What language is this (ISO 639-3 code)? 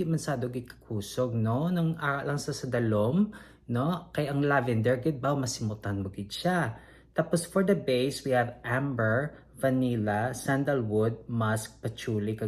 hil